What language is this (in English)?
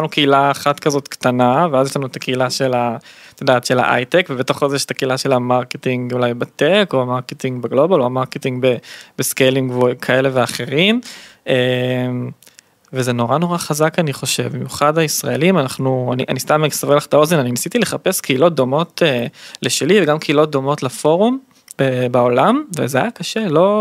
Hebrew